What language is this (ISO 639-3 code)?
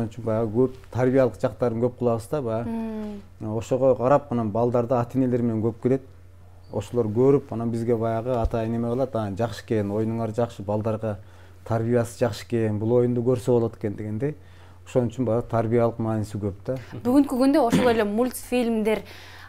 kir